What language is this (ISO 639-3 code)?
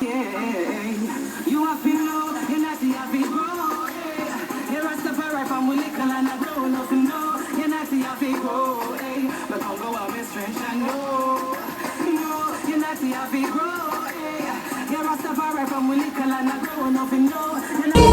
jam